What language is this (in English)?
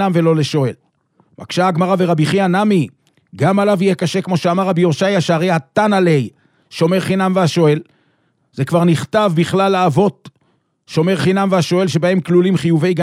Hebrew